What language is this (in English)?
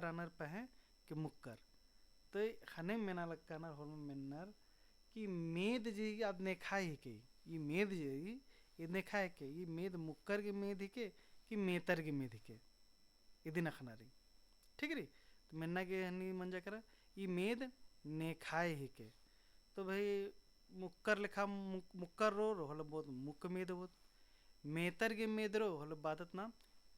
Kurukh